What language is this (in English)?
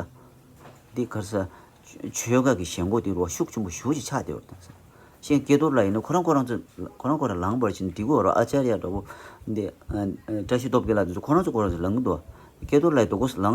Tibetan